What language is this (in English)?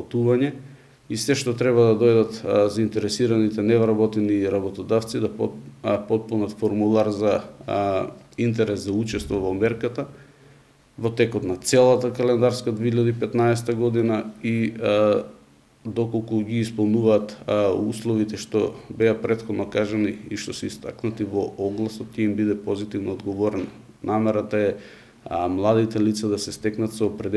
Macedonian